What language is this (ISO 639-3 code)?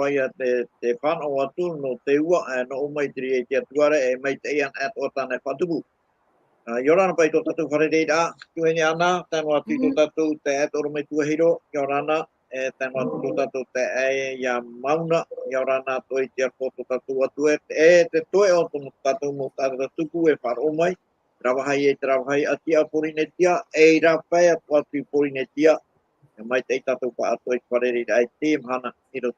tah